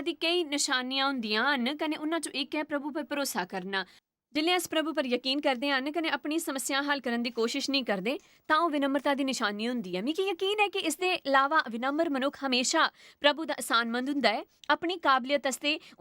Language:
Dogri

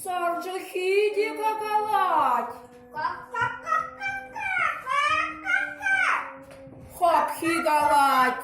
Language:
Chuvash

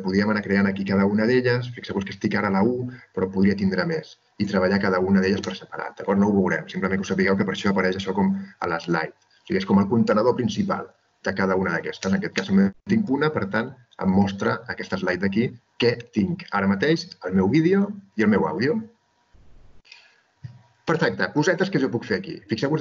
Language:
Catalan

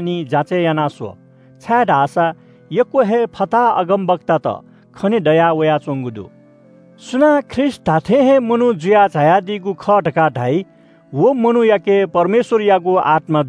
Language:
Newari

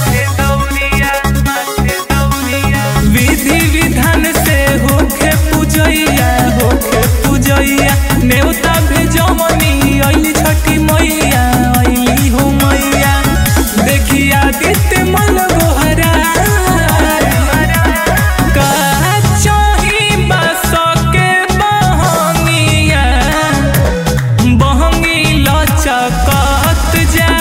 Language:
Bhojpuri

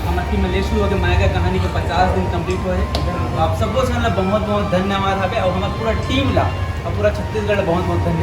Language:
Chhattisgarhi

